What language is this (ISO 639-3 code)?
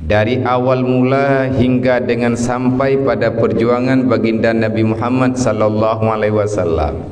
ace